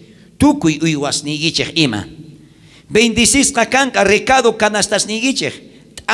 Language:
South Bolivian Quechua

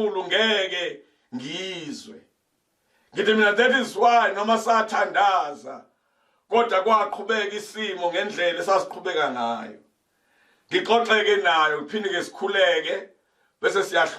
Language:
Zulu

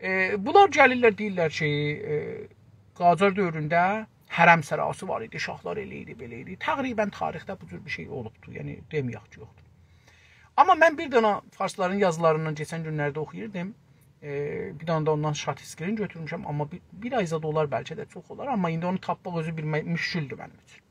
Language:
South Azerbaijani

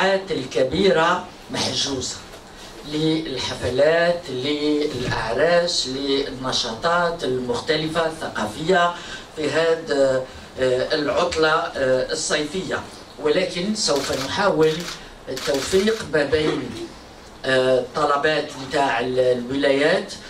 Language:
Algerian Arabic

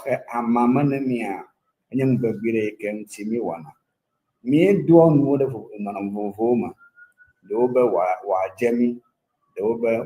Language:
Ewe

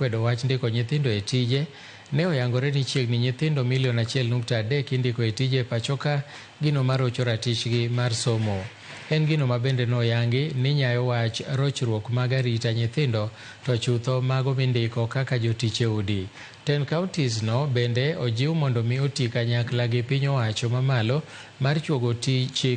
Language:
Luo (Kenya and Tanzania)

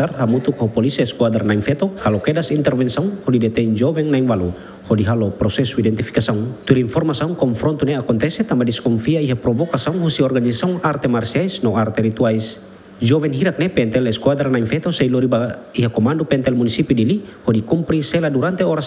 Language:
Tetum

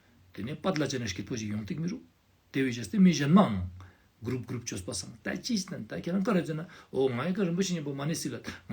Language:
Ladakhi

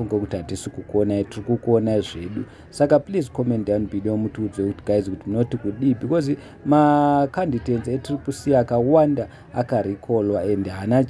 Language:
Shona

